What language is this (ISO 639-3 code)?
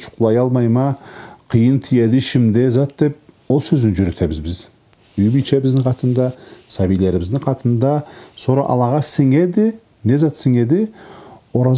krc